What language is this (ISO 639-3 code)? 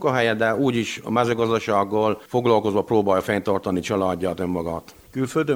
hun